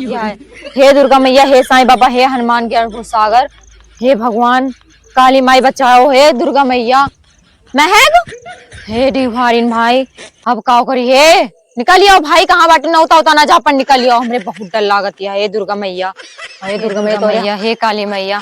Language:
Awadhi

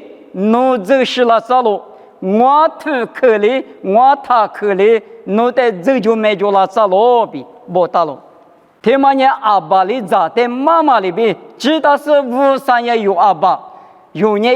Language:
Lisu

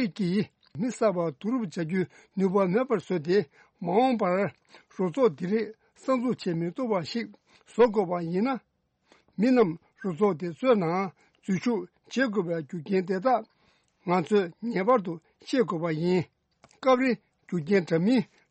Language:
Tibetan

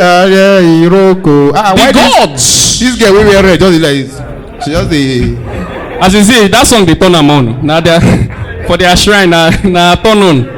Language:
Nigerian Pidgin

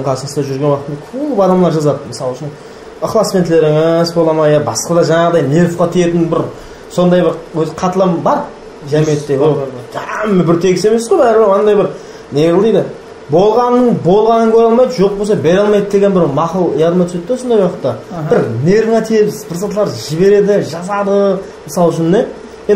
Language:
Kara-Kalpak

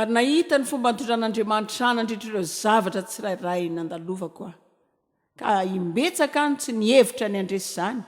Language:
Malagasy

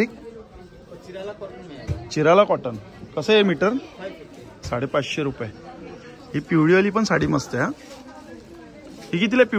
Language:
Marathi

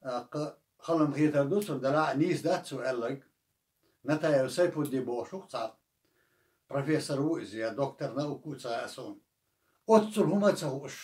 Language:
Chechen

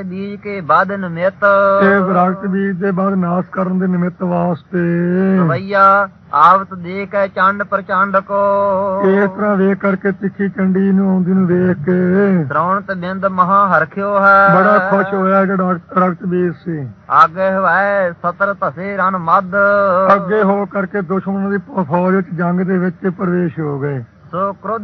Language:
Punjabi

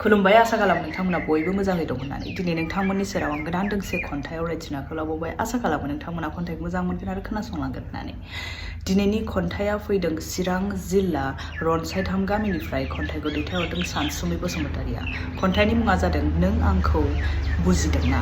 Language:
Bodo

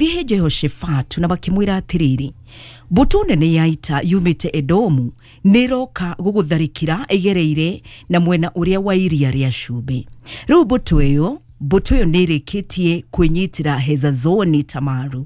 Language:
Kikuyu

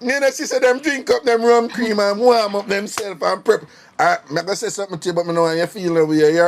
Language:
Jamaican Creole English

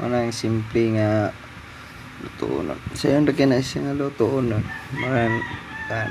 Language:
Cebuano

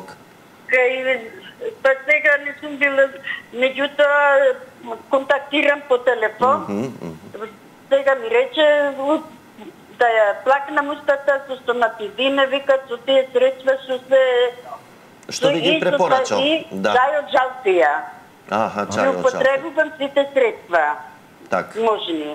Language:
Macedonian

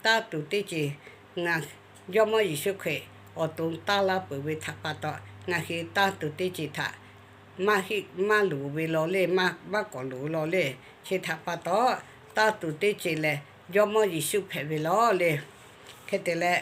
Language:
Lahu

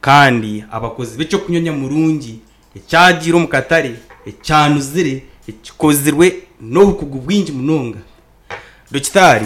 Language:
Nyankole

